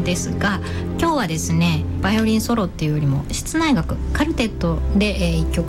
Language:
Japanese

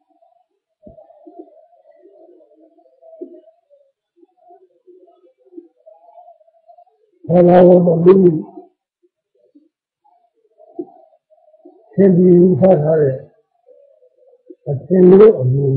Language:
Burmese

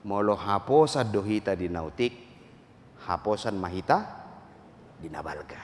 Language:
Batak Toba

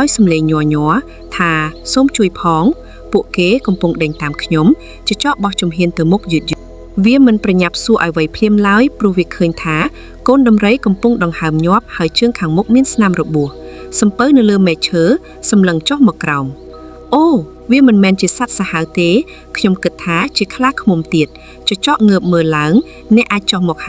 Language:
Khmer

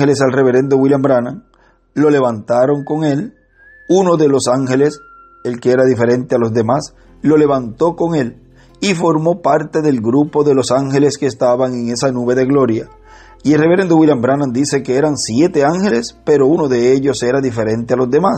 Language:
Spanish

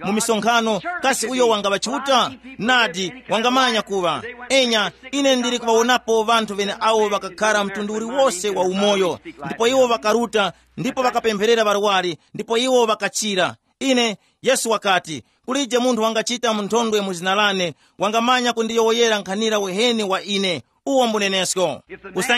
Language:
Tumbuka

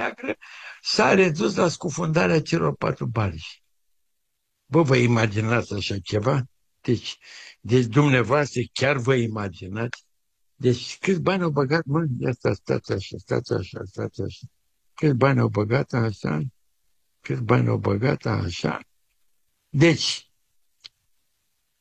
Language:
Romanian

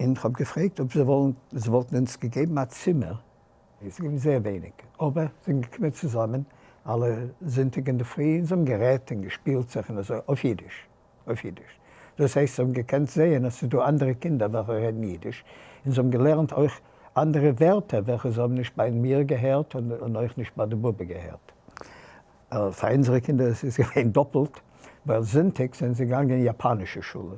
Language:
Yiddish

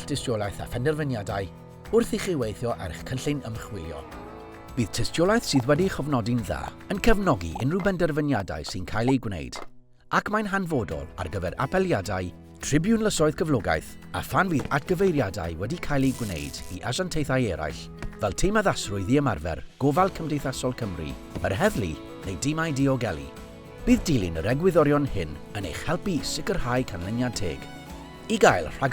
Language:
Welsh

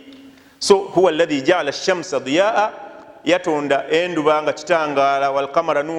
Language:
Ganda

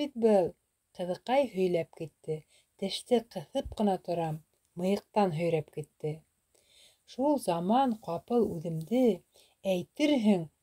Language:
Bashkir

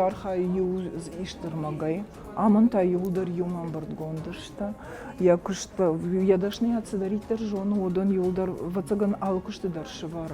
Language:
Ossetic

